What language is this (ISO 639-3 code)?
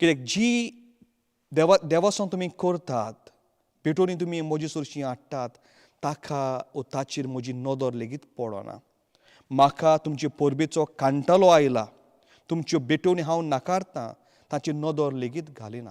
kok